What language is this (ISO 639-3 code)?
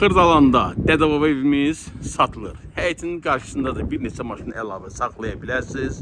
aze